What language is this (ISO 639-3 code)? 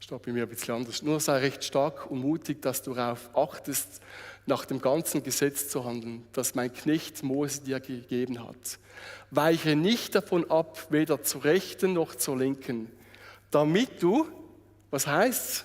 gsw